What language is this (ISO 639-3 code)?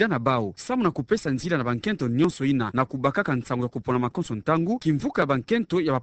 ktu